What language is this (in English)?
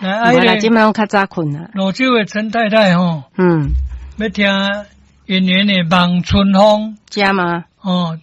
Min Nan Chinese